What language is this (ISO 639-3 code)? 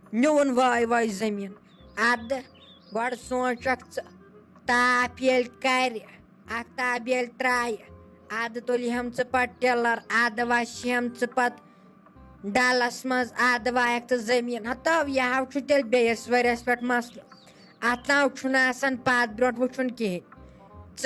kas